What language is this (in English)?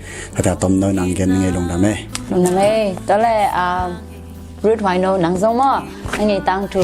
Tedim Chin